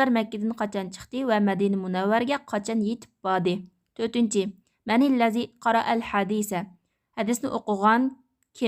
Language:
Uyghur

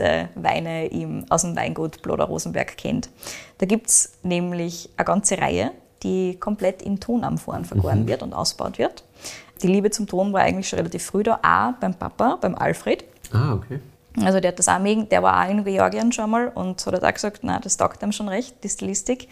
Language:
German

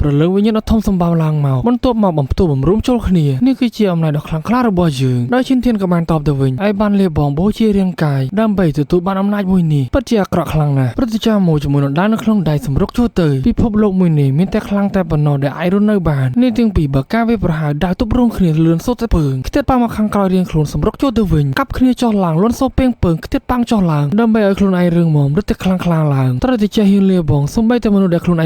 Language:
Khmer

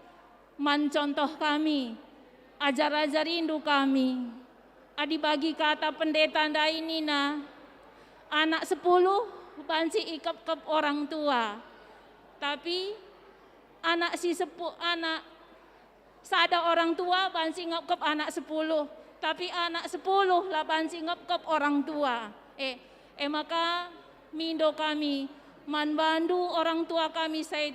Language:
Batak Karo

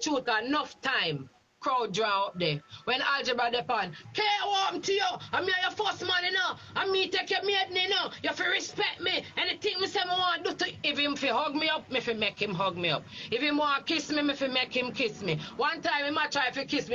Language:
Jamaican Creole English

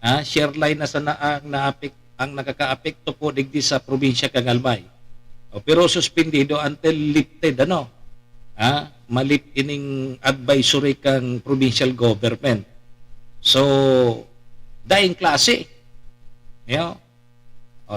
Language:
Bikol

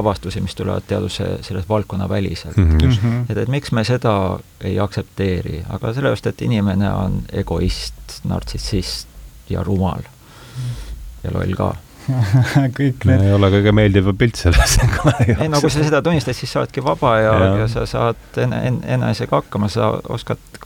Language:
Estonian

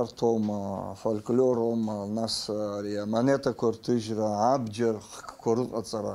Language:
Abkhazian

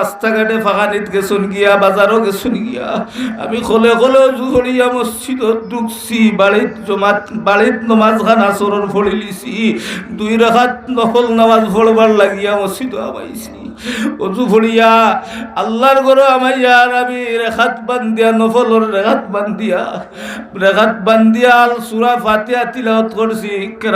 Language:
Sylheti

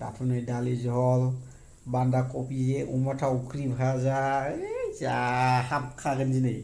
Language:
Bodo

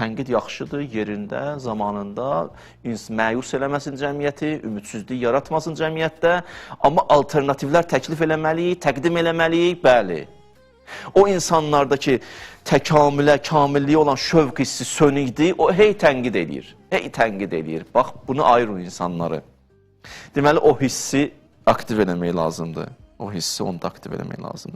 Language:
Azerbaijani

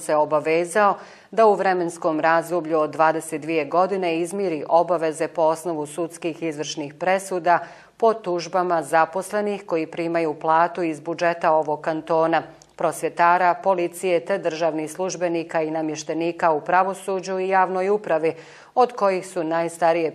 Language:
Bosnian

